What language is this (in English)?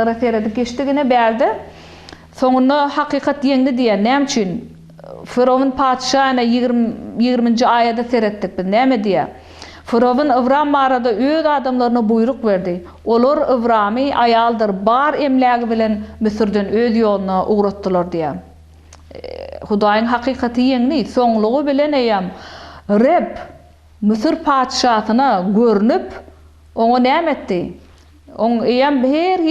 Turkmen